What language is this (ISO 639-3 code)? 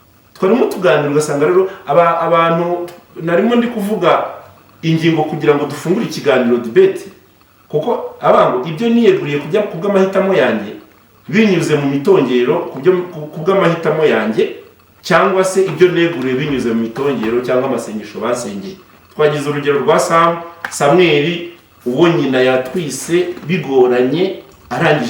kin